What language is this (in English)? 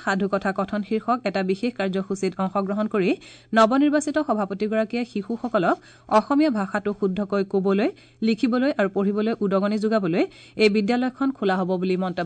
Assamese